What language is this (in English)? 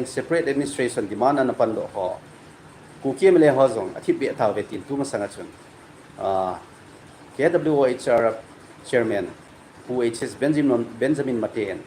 Thado Chin